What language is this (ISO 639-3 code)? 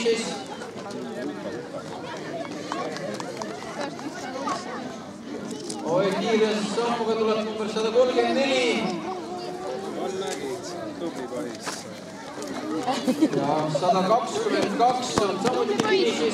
est